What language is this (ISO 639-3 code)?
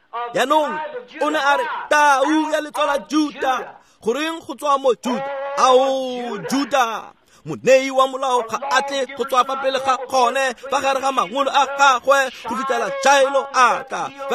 tsn